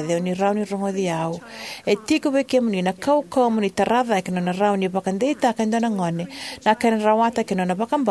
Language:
Fijian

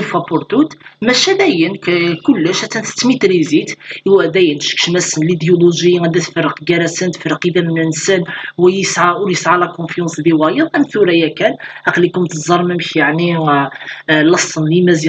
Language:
Kabyle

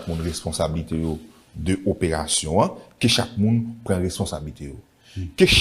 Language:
Haitian Creole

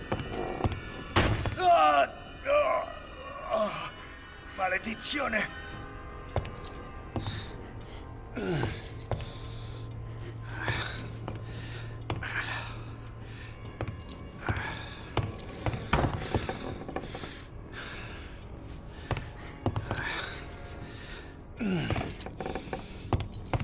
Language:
Italian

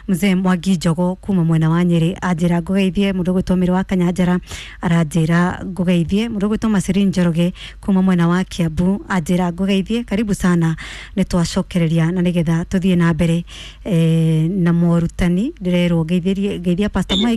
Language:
Kikuyu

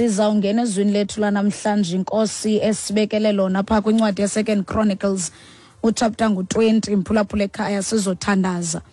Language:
Xhosa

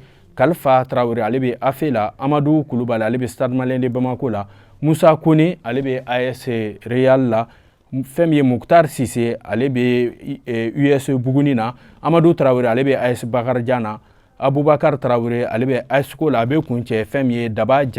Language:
Bambara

